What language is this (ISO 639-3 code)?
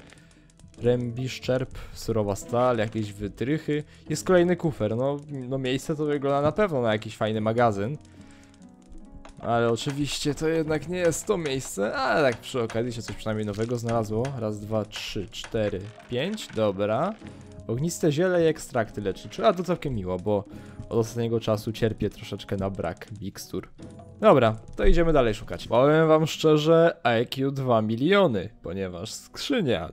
pol